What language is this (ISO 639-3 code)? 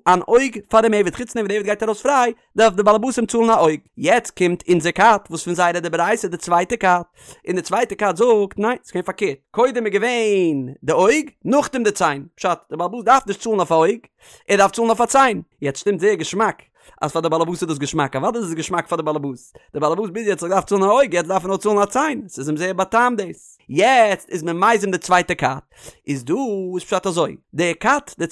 yid